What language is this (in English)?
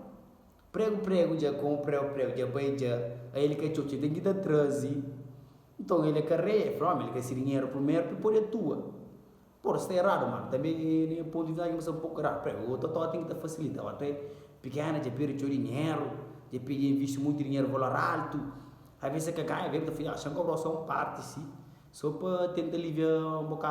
Kabuverdianu